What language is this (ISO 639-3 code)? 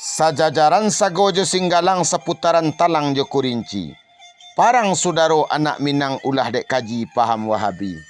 min